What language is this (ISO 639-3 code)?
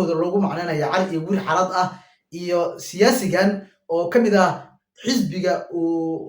som